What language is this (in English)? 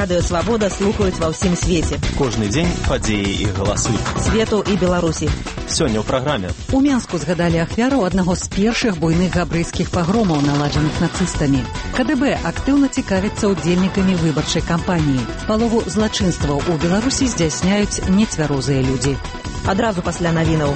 Belarusian